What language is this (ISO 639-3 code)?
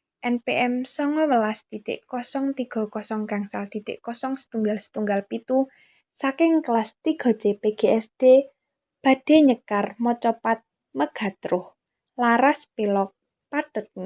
jav